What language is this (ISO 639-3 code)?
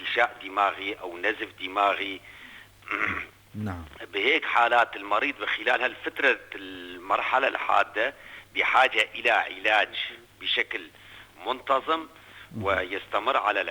apc